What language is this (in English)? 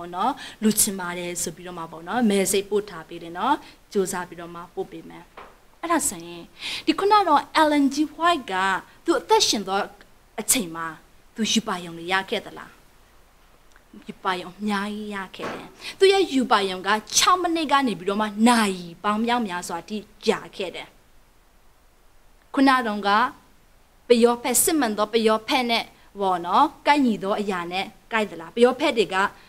Burmese